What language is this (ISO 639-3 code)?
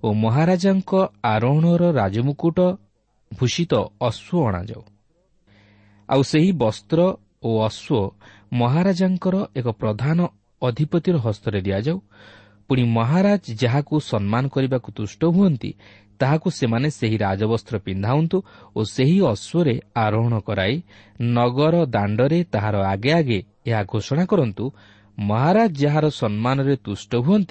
ori